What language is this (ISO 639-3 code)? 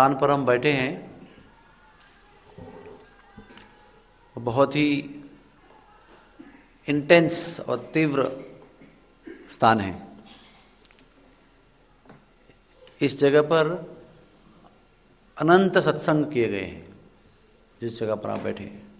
hin